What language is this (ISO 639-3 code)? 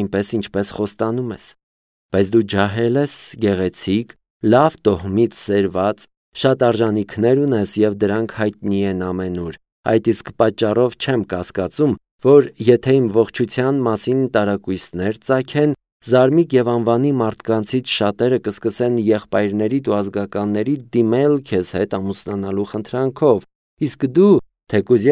hye